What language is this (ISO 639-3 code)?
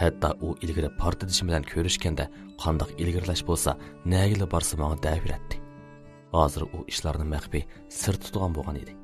uig